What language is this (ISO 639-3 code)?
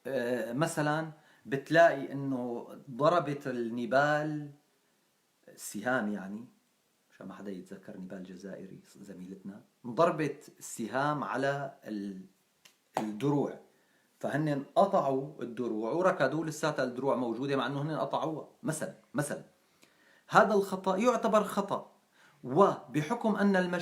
apc